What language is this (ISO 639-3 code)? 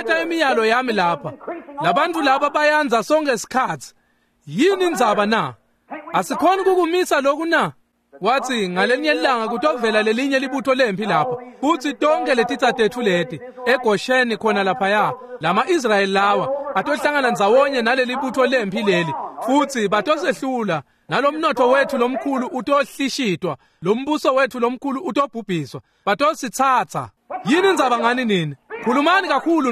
ssw